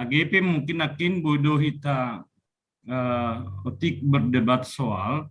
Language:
Batak Simalungun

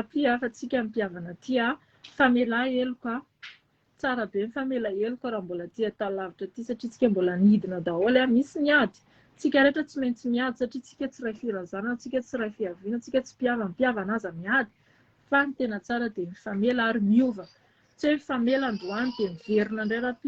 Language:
Malagasy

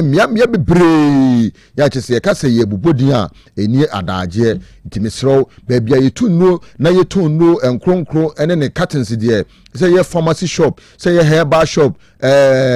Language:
Akan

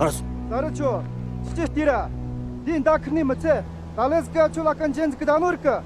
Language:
Tibetan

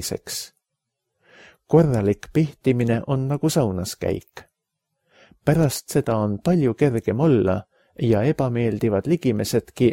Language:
Estonian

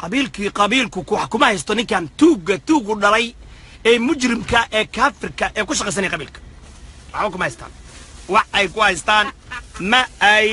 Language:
Somali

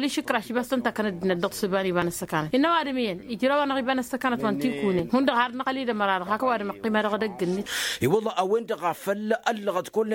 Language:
Tamasheq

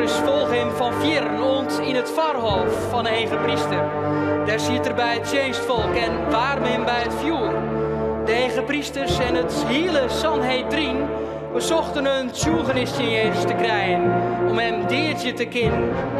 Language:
Western Frisian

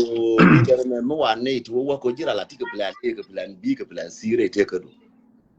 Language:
Nuer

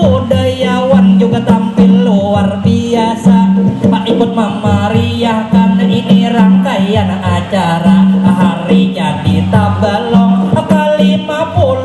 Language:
Banjar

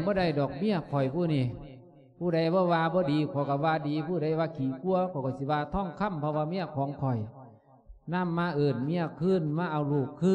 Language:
Lao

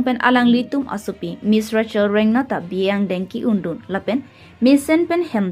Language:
Karbi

